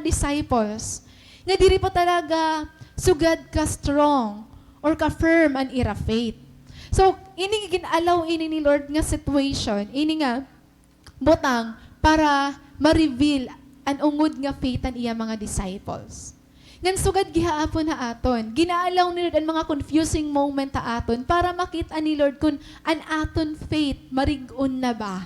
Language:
Waray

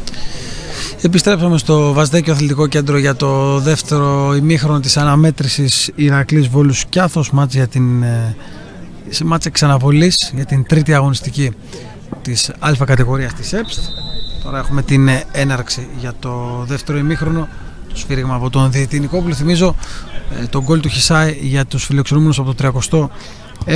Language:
Greek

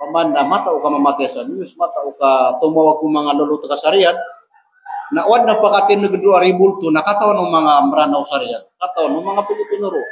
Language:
Maranao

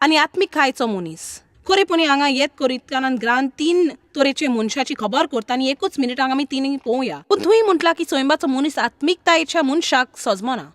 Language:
Konkani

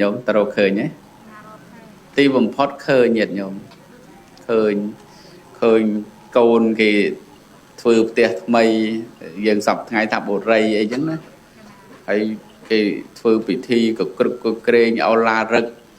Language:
Khmer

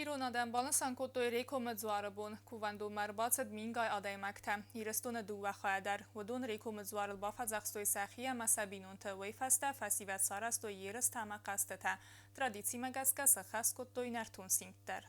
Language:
Ossetic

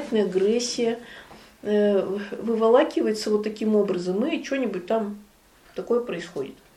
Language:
Russian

